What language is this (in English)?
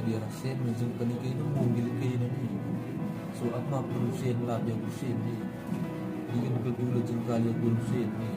Batak Karo